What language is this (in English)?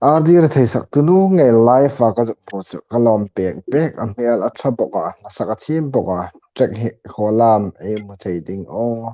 Hmar